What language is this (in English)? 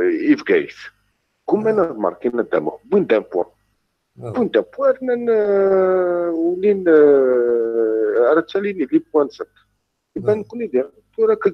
Kabyle